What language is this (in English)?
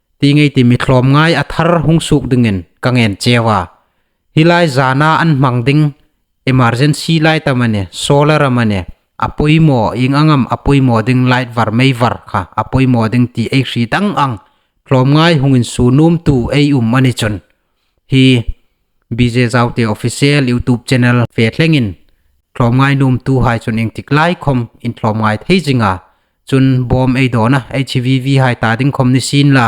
Hmar